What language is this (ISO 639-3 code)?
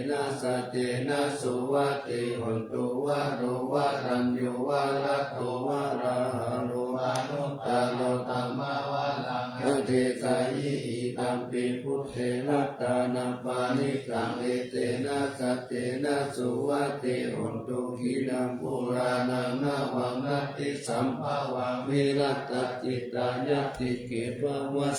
pli